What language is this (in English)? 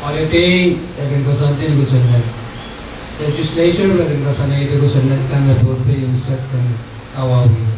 Pohnpeian